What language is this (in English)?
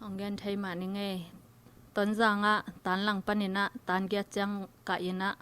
Tedim Chin